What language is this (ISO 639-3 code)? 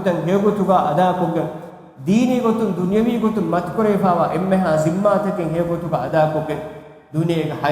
div